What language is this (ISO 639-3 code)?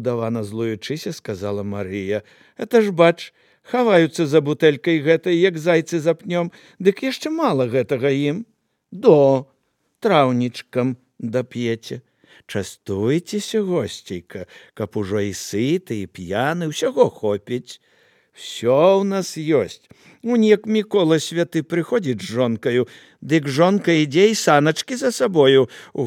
bel